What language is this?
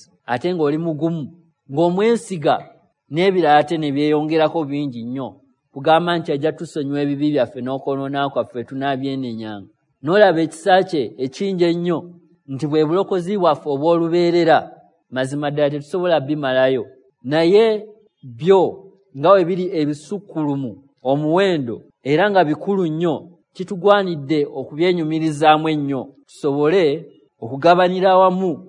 Ganda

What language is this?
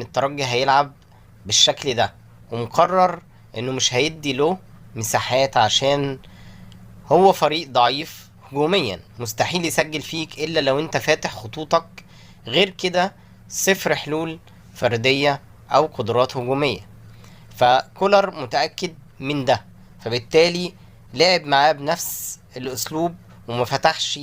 Egyptian Arabic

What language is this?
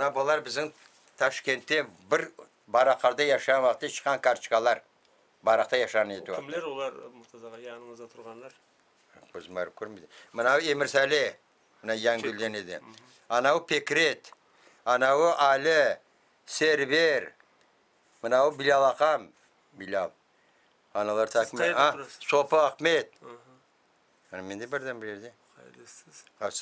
Crimean Tatar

